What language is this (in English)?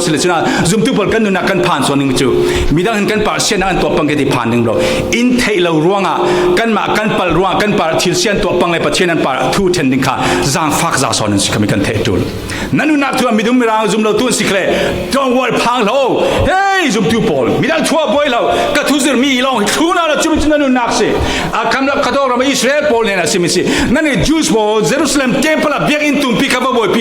Falam Chin